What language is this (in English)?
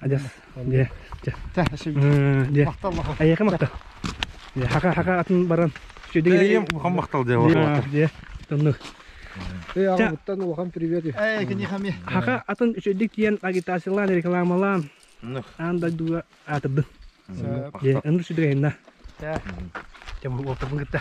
Yakut